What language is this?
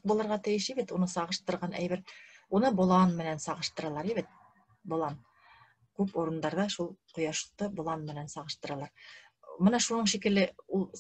Bashkir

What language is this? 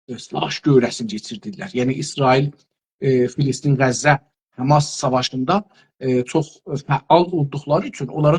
South Azerbaijani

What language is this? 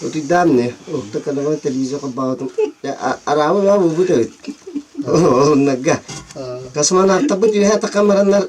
Yakut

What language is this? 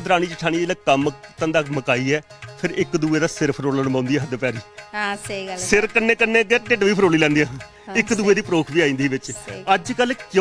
Dogri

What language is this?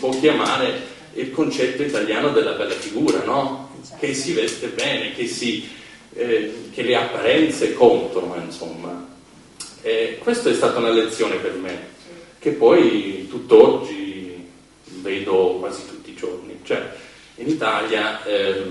Italian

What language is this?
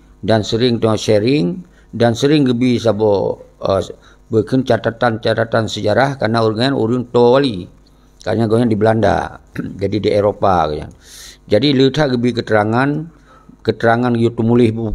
Achinese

